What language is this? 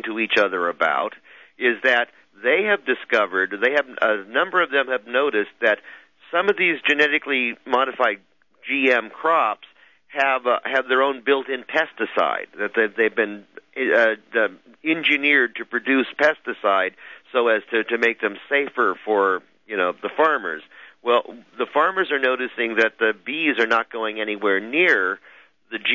English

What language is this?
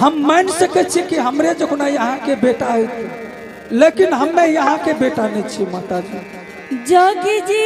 Angika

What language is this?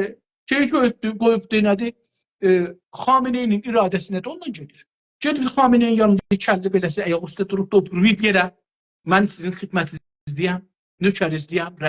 South Azerbaijani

